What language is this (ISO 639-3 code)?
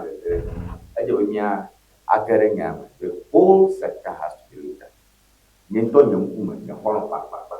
ewe